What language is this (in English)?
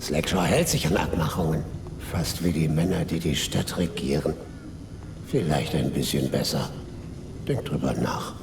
Bavarian